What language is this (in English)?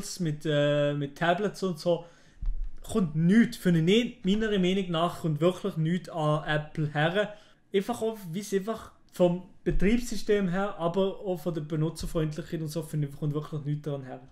Swiss German